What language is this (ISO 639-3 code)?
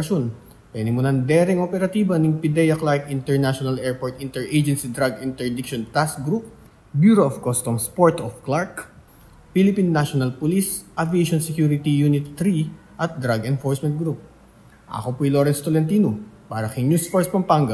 pam